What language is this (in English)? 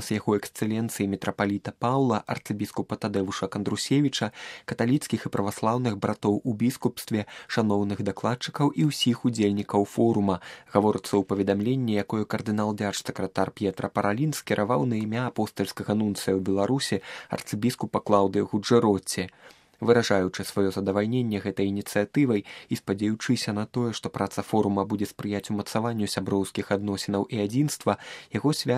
Belarusian